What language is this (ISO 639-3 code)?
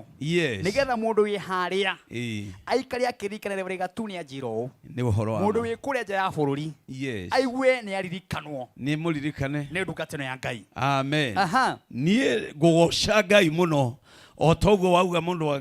kik